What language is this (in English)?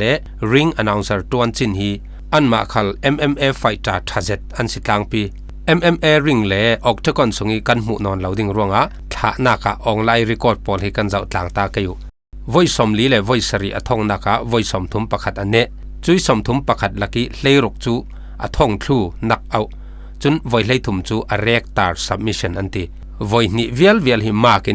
Falam Chin